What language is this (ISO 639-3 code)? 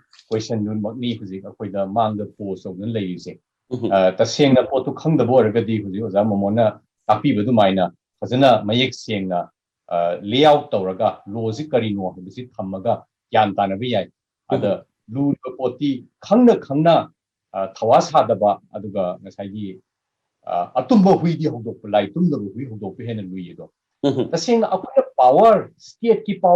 mni